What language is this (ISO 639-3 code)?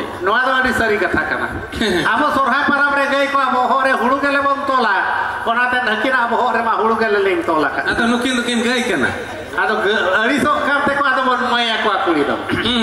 sat